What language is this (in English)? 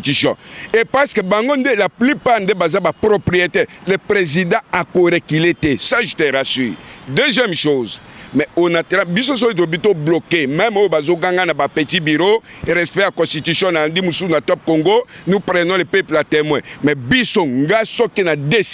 Lingala